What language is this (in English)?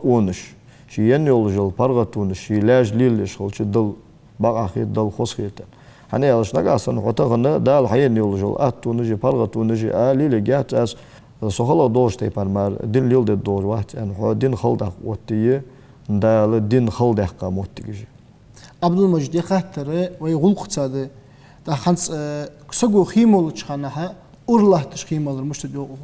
Ingush